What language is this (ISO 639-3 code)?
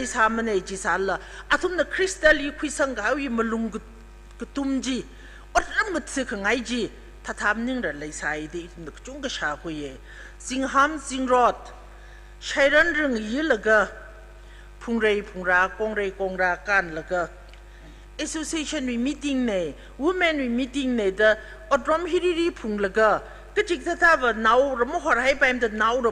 nmf